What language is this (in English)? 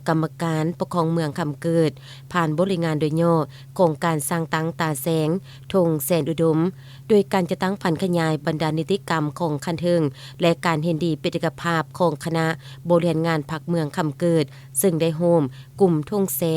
Lao